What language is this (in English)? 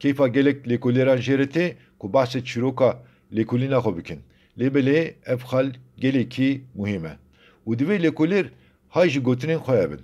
Kurdish